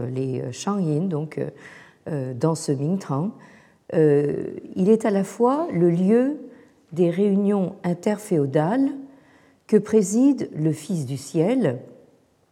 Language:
French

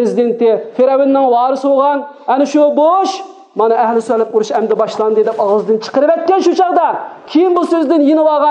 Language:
Uyghur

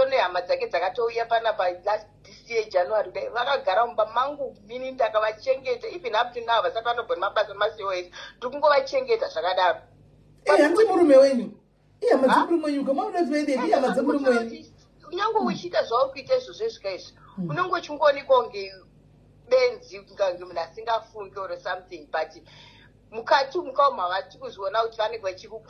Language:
Shona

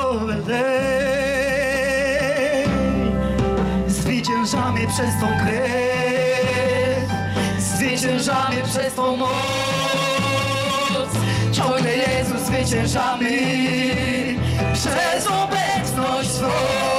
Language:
Polish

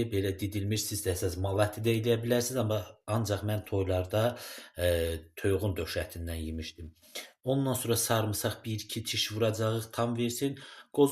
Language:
Azerbaijani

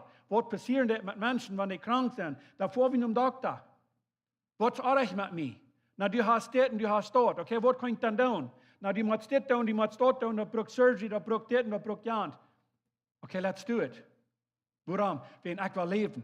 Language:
Plautdietsch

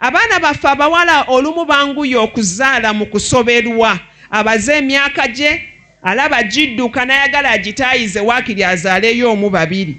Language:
Ganda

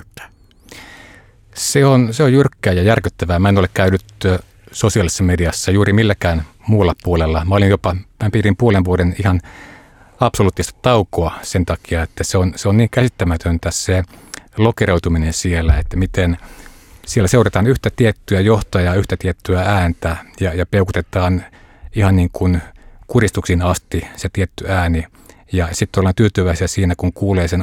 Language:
Finnish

